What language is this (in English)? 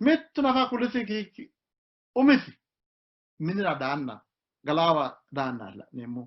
Sidamo